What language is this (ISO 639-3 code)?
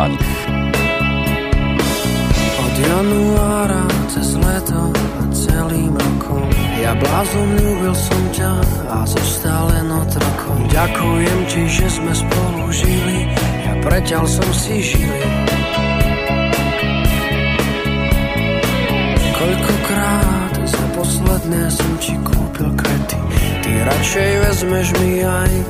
slk